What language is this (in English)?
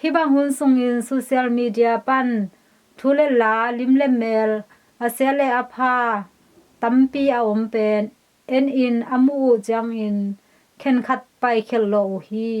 Tedim Chin